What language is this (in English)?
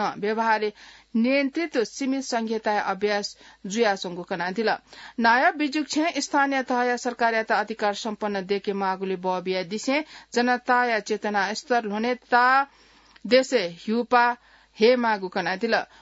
Newari